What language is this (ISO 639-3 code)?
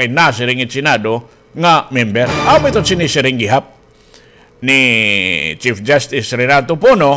war